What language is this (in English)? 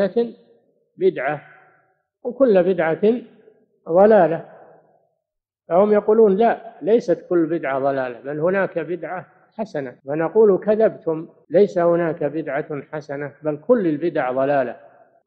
Arabic